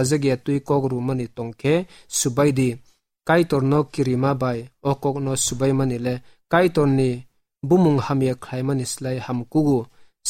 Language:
Kok Borok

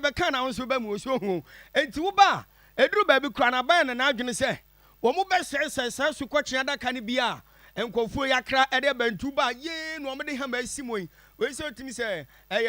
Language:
Akan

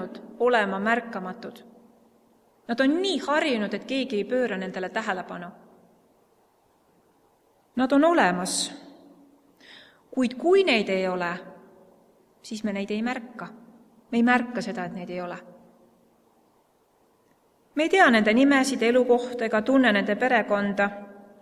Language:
Estonian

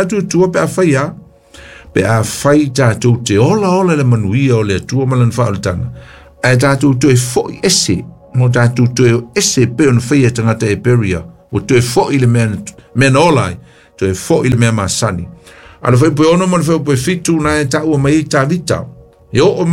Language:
Samoan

